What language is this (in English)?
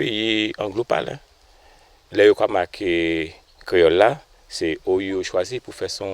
Guadeloupean Creole French